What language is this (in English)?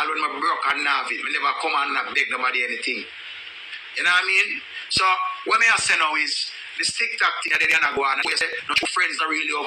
Jamaican Creole English